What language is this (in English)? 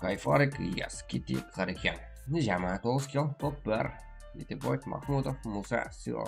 Kara-Kalpak